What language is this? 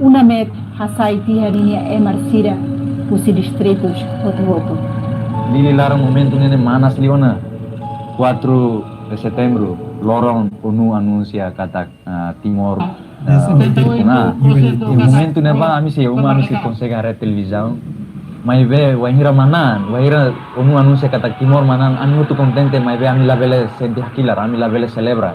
Tetum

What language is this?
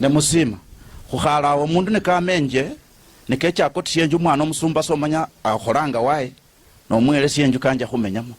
Luyia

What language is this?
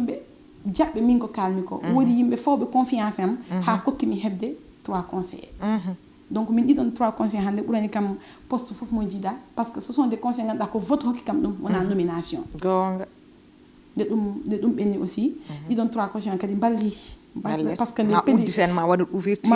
Fula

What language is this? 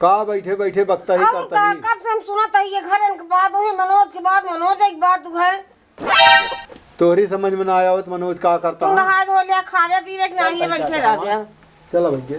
Awadhi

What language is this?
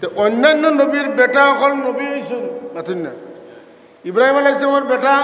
Sylheti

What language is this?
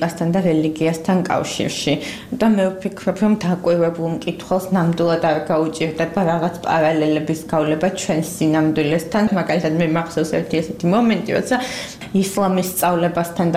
Georgian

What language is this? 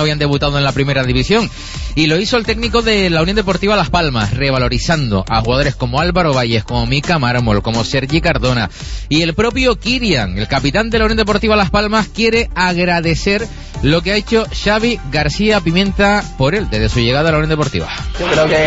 Spanish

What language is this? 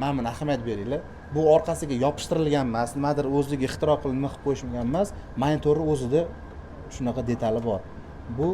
Uzbek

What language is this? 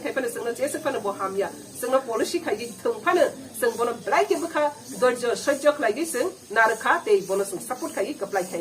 Kok Borok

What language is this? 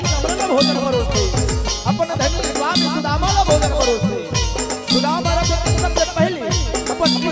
Chhattisgarhi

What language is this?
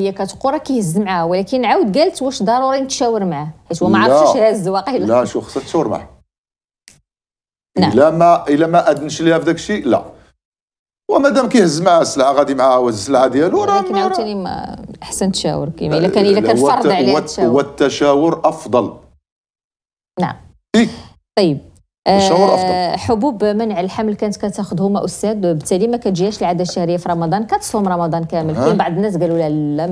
Moroccan Arabic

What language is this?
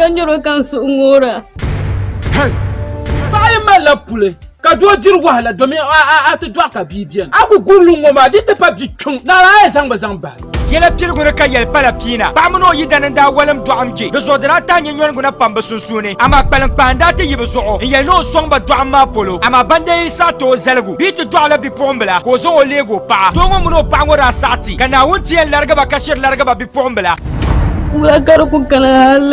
Dagbani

